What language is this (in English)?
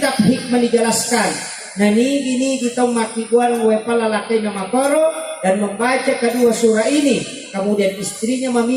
Buginese